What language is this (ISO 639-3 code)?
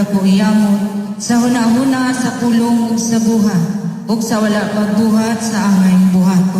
ceb